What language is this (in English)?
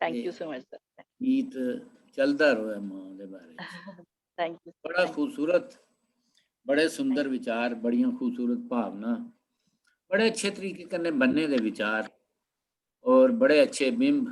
Dogri